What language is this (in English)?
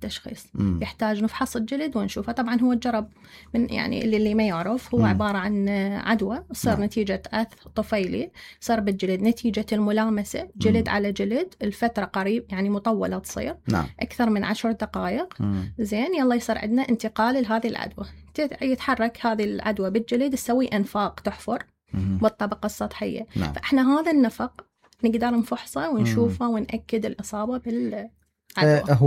Mesopotamian Arabic